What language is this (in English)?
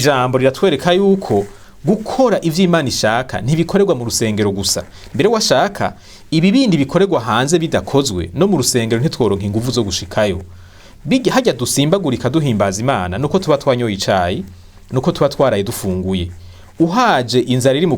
Rundi